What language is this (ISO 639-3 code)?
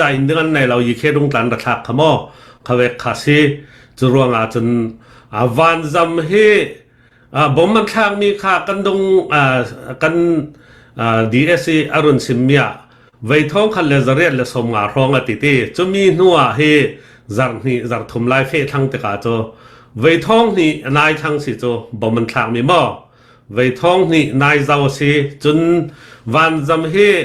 cfm